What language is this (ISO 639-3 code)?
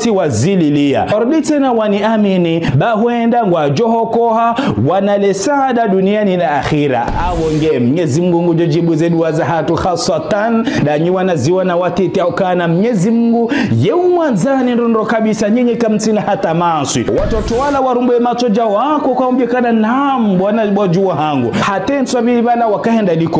zdj